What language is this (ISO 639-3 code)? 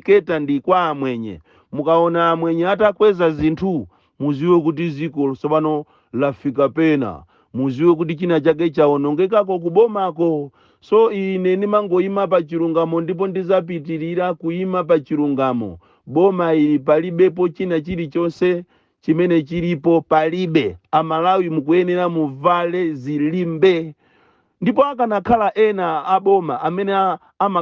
nya